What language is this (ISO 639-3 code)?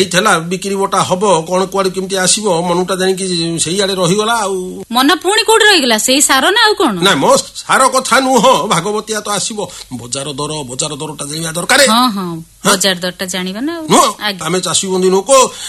ori